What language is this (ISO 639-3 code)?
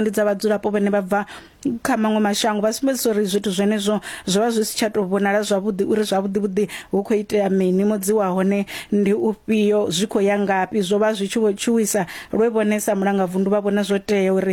ven